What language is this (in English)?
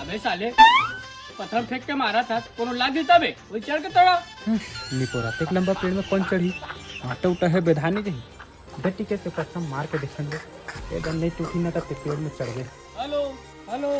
Chhattisgarhi